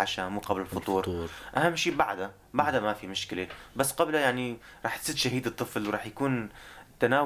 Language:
North Levantine Arabic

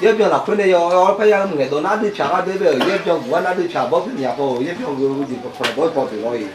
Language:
Akha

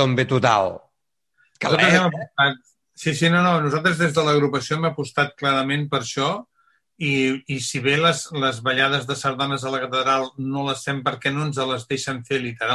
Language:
Catalan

